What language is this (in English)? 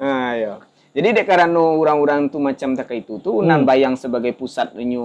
Minangkabau